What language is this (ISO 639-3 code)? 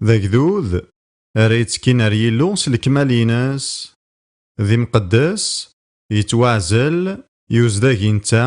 kab